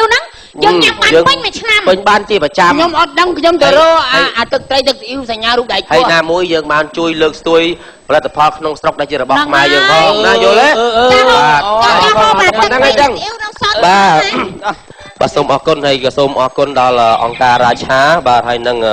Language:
Khmer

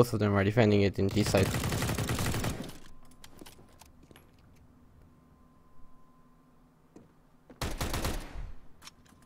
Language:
Romanian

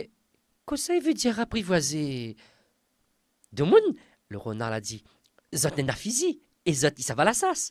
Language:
Réunion Creole French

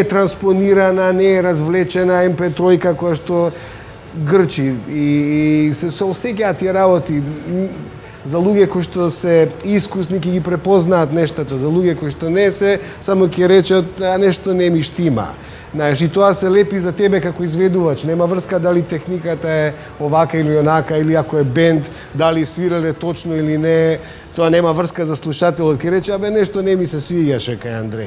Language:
Macedonian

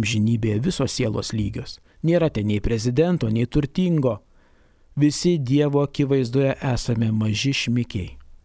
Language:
Lithuanian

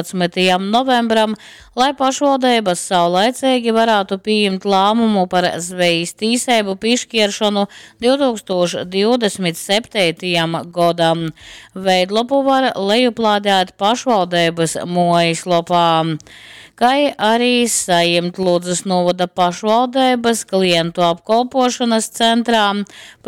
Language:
Latgalian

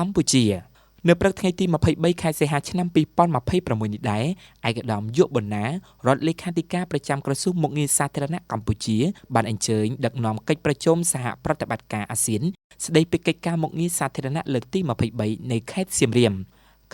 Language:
Khmer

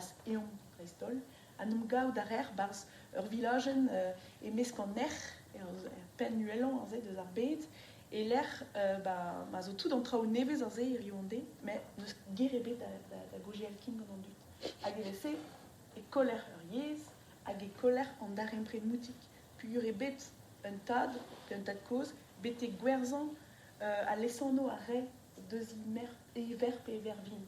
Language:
Breton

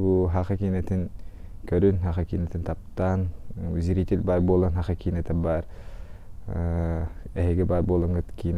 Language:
Yakut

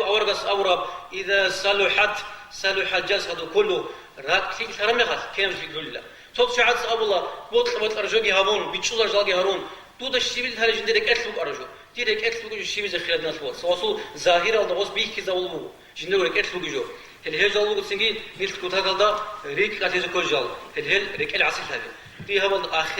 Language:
Avaric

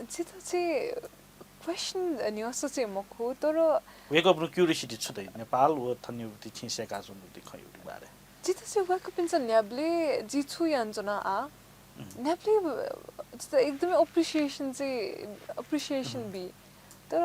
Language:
Newari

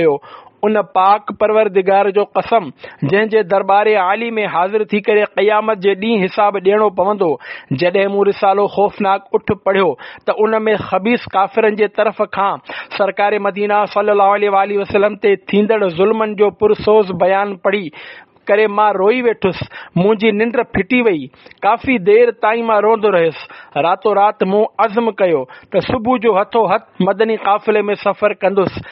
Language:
Sindhi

